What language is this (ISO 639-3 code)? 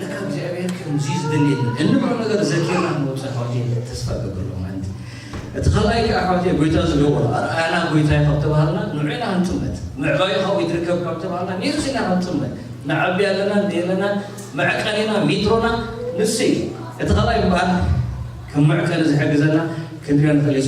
tir